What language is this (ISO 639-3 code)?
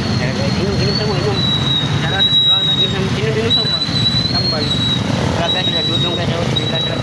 ceb